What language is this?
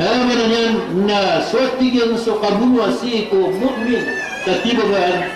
Maranao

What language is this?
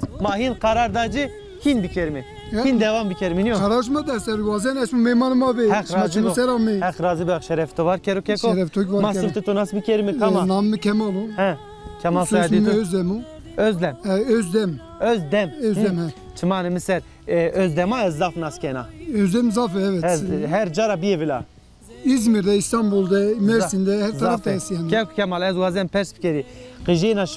Zaza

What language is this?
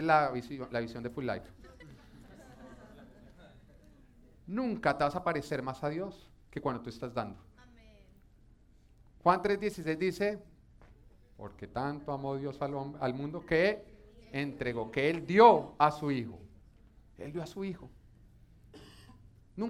Spanish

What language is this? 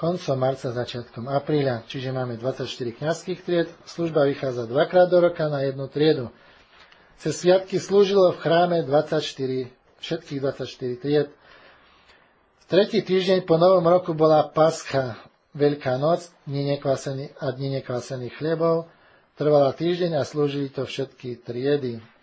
Slovak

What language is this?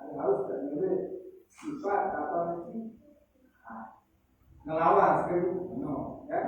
Sasak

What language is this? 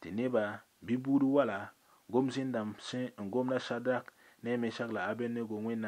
Mossi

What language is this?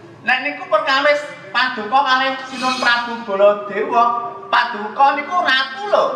Javanese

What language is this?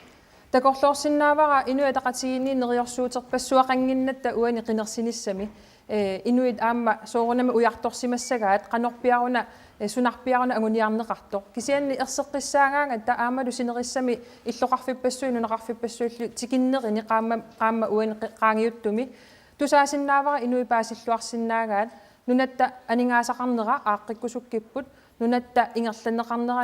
Kalaallisut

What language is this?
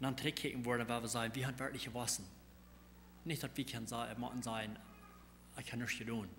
Plautdietsch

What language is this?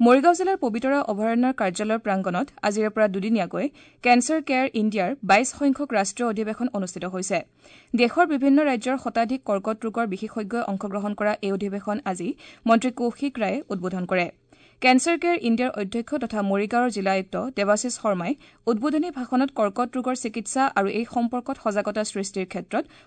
Assamese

